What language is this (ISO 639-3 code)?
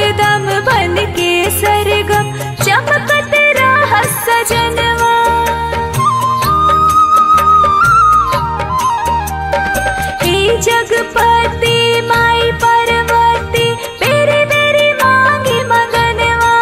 bho